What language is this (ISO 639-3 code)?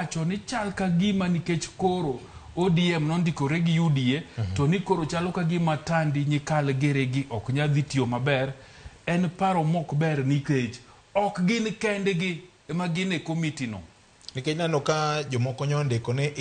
luo